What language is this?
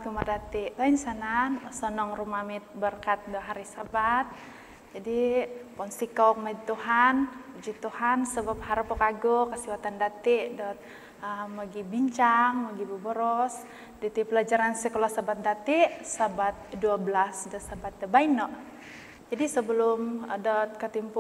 Central Dusun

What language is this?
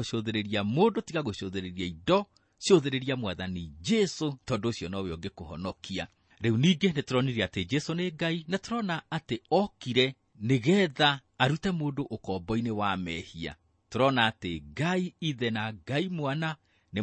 Kikuyu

